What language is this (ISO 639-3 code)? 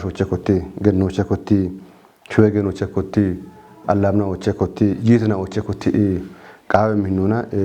kbr